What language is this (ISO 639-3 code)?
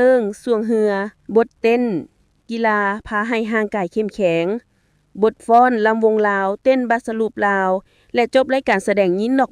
lao